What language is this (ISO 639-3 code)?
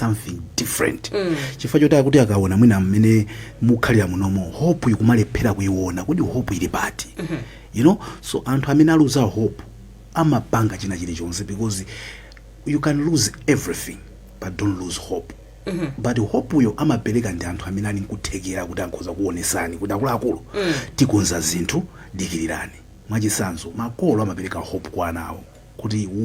nya